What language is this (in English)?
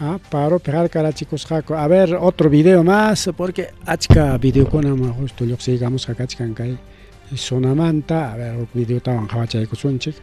Ayacucho Quechua